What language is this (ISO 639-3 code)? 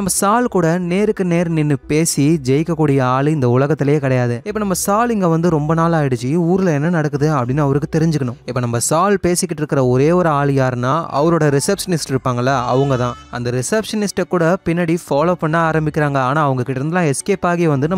tam